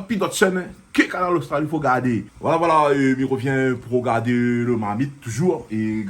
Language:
Réunion Creole French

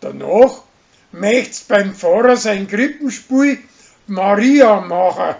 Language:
Bavarian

